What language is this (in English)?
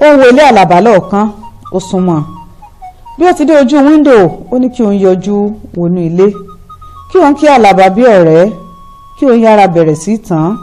Yoruba